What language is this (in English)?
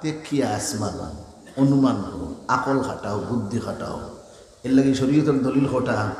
Sylheti